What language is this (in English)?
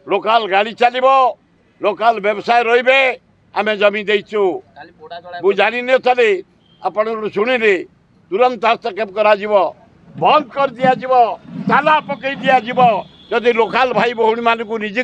Odia